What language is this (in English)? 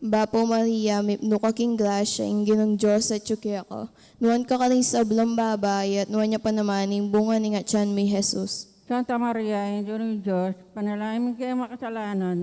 Pampanga